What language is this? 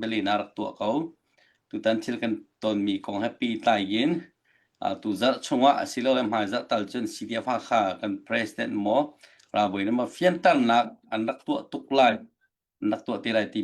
Hakha Chin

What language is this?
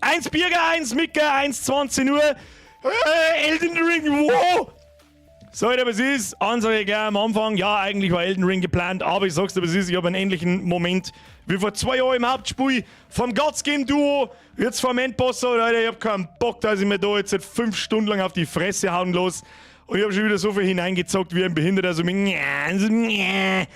Bavarian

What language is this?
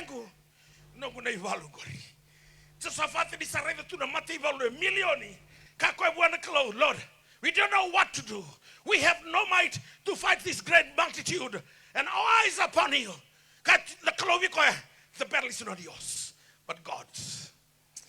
Fijian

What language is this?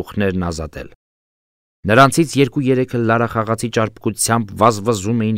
Armenian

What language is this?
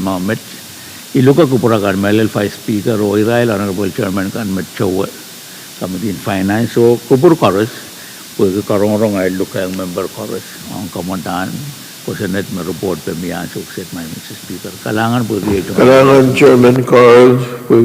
Pohnpeian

